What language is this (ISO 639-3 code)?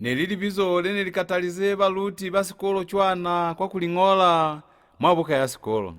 loz